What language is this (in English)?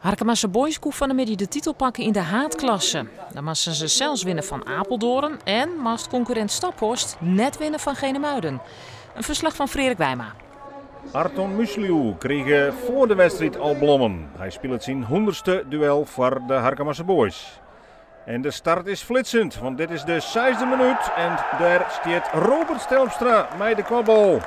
Western Frisian